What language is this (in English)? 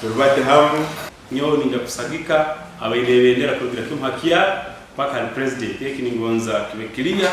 Nyankole